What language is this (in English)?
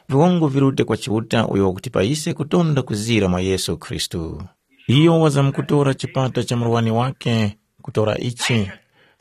Tumbuka